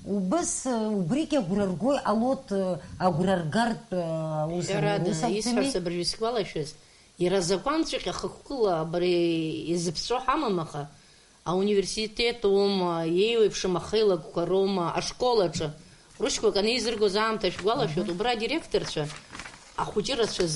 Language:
Abkhazian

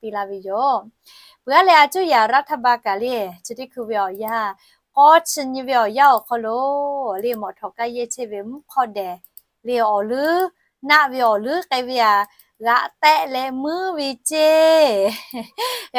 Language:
Lahu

